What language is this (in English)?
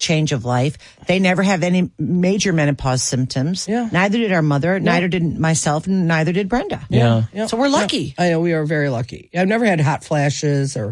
English